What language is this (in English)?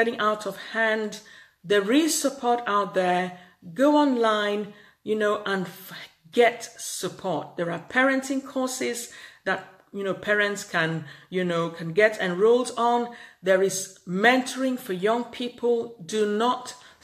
English